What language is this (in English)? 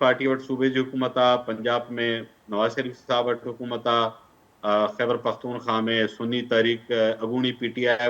Sindhi